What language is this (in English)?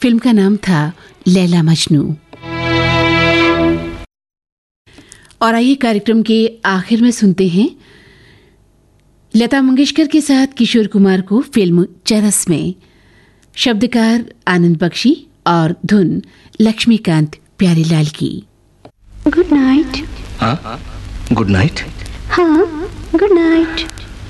Hindi